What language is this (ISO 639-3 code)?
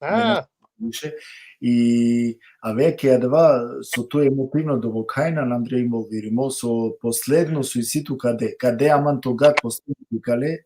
rmn